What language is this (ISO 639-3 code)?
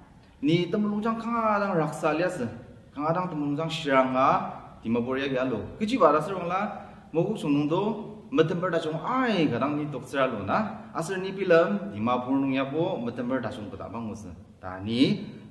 njo